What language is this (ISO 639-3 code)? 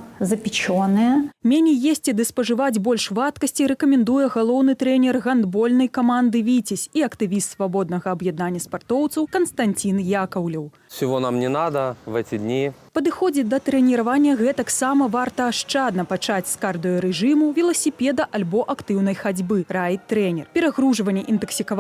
bel